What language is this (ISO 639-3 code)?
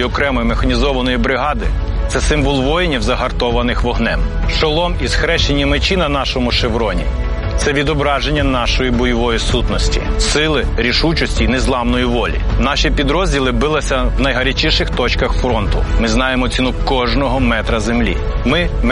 ukr